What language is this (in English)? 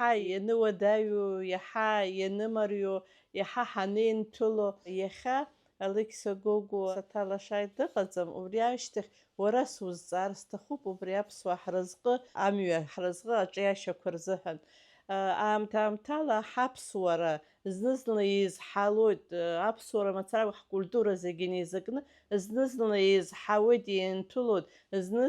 Abkhazian